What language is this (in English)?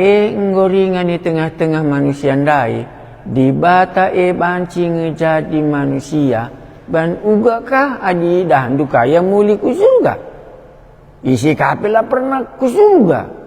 Batak Karo